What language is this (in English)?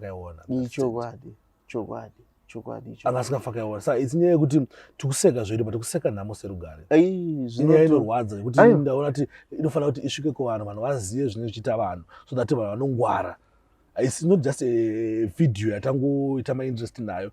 Shona